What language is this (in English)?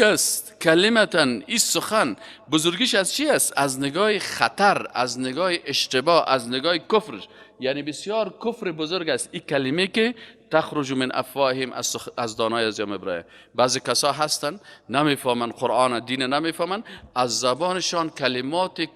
Persian